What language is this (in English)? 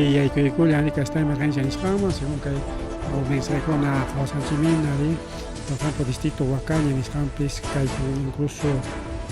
Ayacucho Quechua